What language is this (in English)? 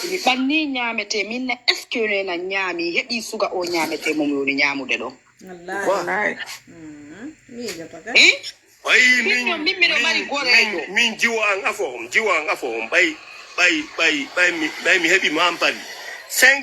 Fula